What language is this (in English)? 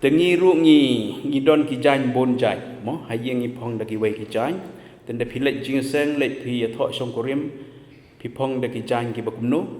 Khasi